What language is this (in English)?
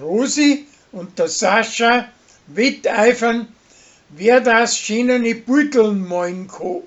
Bavarian